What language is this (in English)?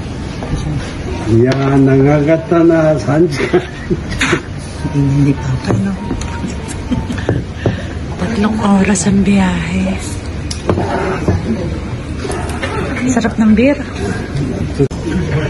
Filipino